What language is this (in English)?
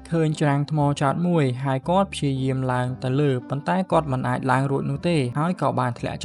Khmer